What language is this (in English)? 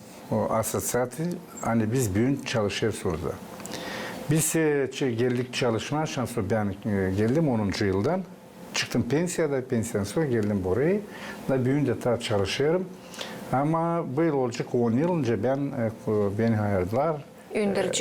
Gagauz